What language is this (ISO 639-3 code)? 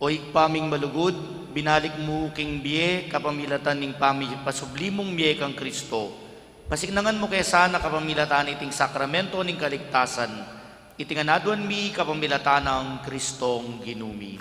pam